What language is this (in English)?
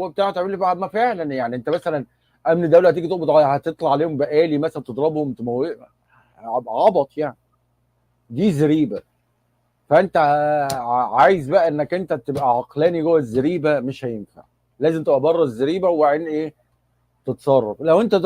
Egyptian Arabic